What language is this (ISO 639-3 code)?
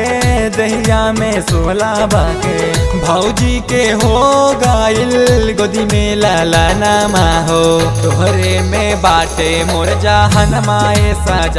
bho